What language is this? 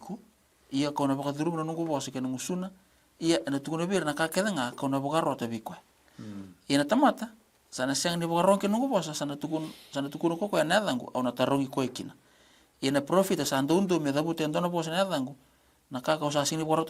Fijian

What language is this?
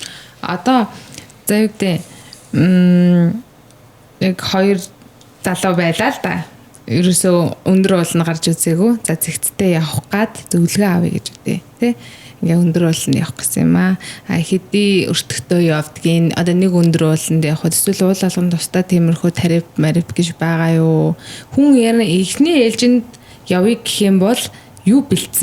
Mongolian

